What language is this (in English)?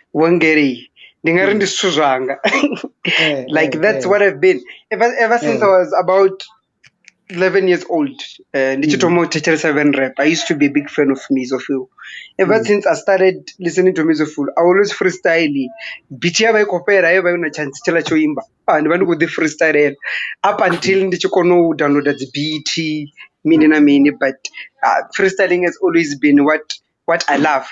Venda